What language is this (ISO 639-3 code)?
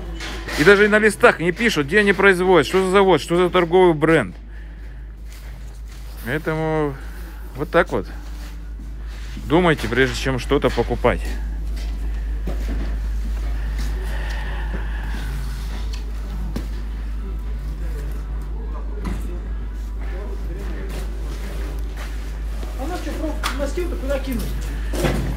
rus